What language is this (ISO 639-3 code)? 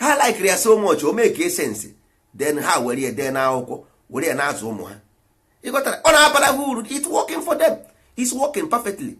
ibo